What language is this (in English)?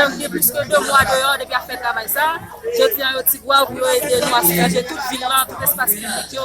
Haitian Creole